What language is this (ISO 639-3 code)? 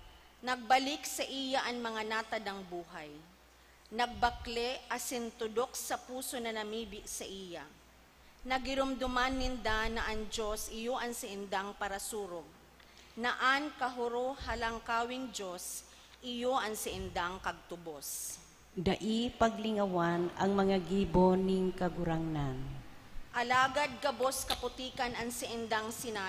bik